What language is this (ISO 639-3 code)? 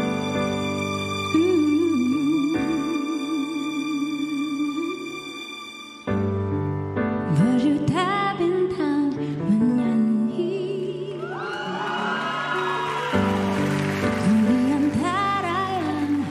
msa